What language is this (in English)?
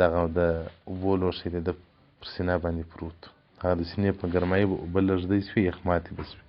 Pashto